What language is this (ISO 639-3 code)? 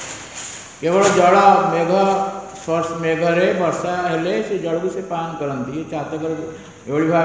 ori